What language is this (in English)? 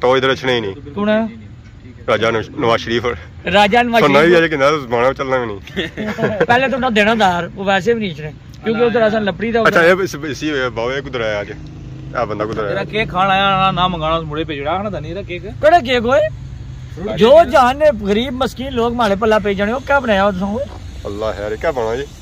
Pahari-Potwari